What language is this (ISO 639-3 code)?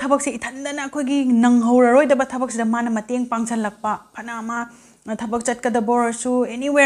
mni